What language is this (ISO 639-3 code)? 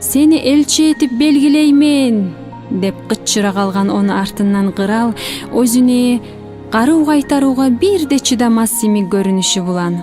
kum